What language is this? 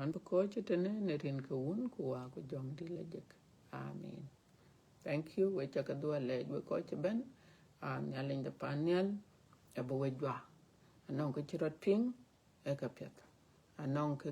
Dinka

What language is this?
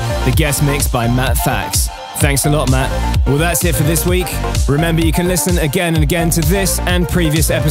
English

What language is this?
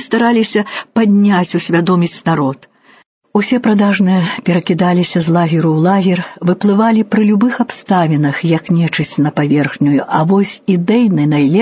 Belarusian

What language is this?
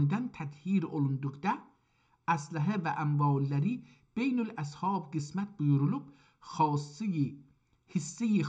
South Azerbaijani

